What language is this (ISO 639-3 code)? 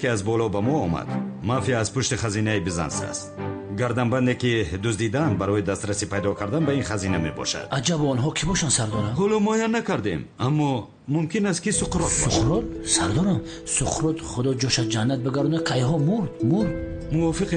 tgk